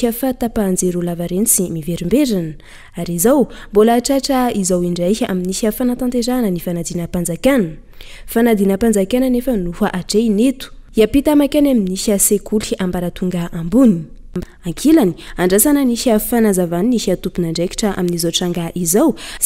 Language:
Malagasy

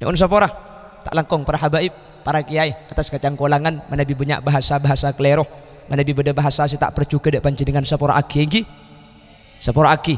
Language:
Madurese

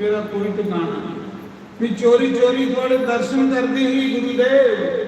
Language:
Dogri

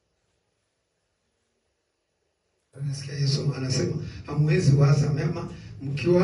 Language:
Swahili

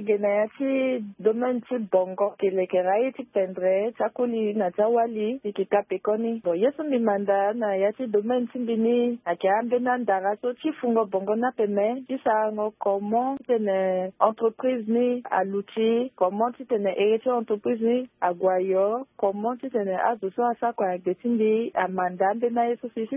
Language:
Sango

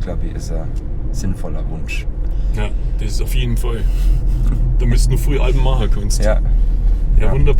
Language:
Bavarian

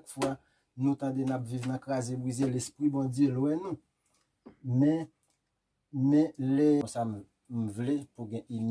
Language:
Haitian Creole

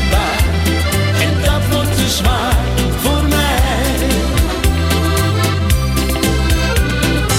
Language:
Dutch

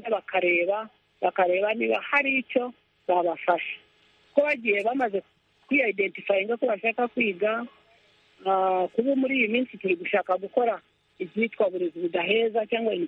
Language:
Kinyarwanda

